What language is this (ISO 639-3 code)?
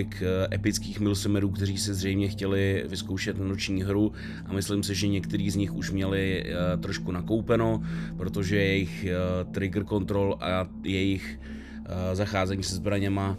ces